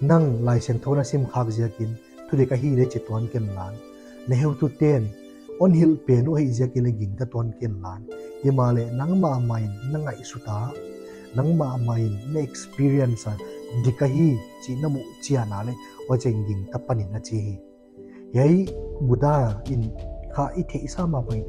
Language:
Paite Chin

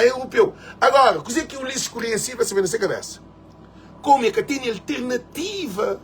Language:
Kabuverdianu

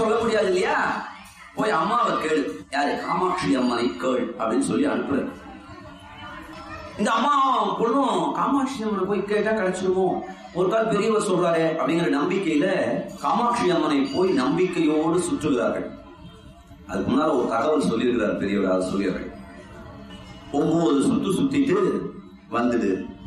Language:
Tamil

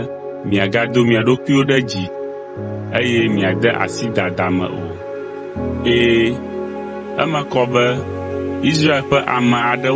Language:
Ewe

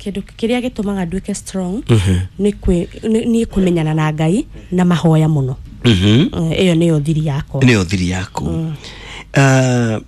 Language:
Kikuyu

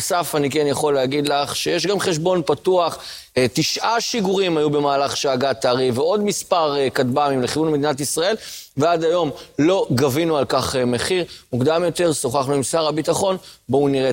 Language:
Hebrew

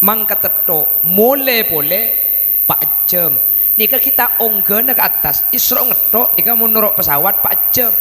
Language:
Madurese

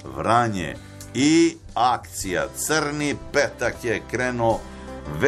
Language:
Serbian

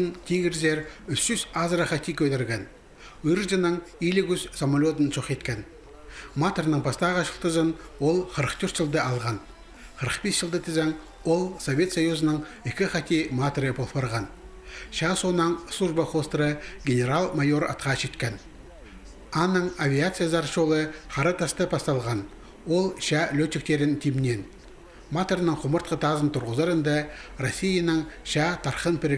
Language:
Khakas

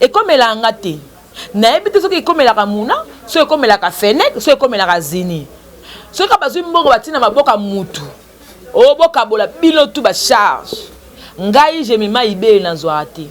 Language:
Lingala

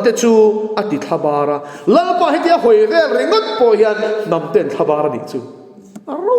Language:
Mizo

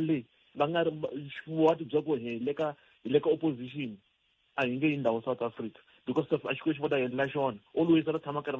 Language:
Tsonga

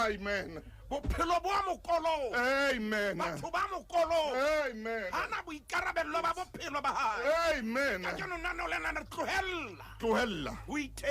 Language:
Southern Sotho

